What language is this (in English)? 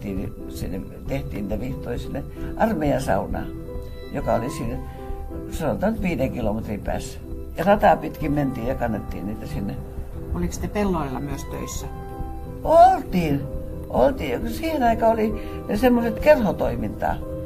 Finnish